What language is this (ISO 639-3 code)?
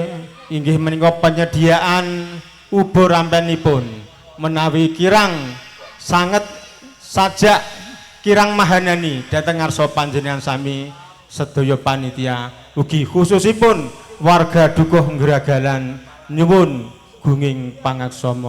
jav